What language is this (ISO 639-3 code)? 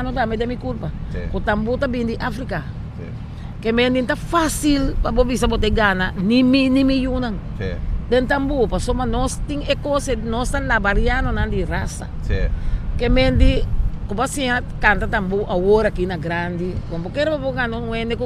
pap